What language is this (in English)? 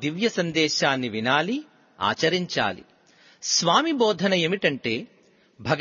Telugu